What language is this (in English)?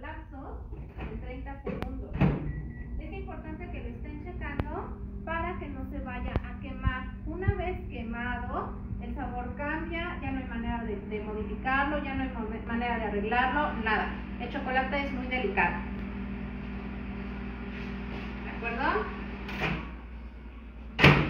Spanish